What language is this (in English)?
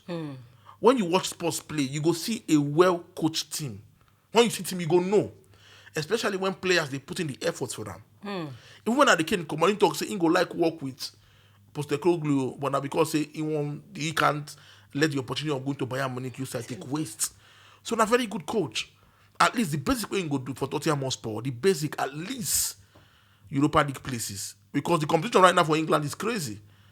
Nigerian Pidgin